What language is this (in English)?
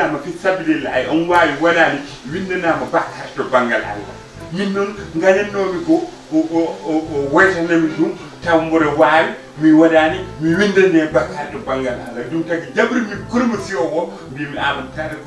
Fula